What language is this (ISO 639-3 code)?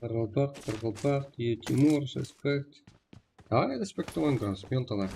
kaa